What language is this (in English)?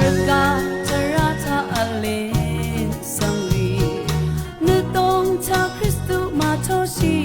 Rawang